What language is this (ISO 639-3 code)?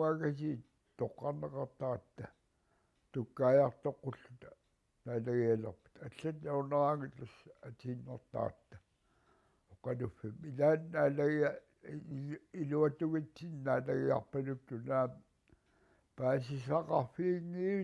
kal